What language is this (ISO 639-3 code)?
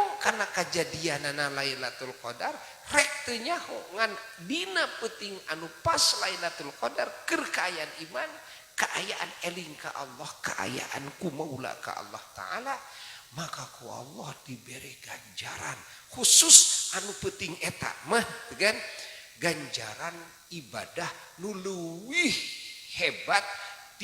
sun